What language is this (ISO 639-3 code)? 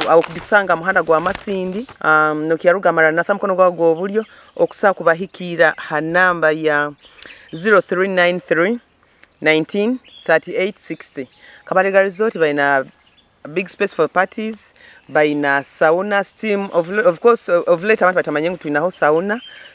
nyo